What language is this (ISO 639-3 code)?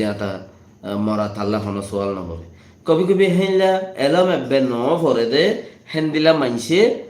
rhg